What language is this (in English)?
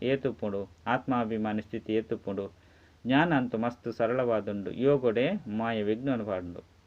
Tulu